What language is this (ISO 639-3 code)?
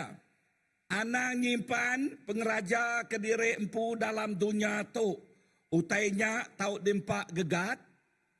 iba